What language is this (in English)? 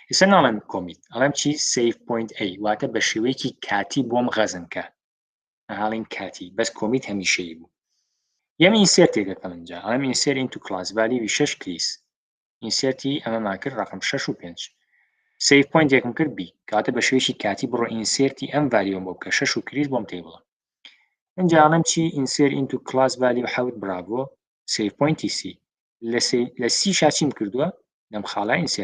Central Kurdish